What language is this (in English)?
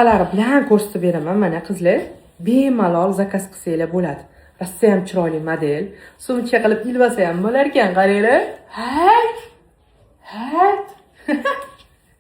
Uzbek